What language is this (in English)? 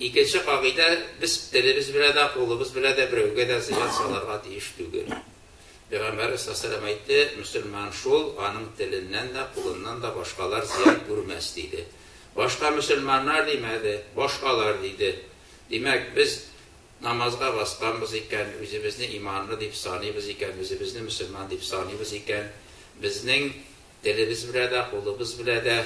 Tatar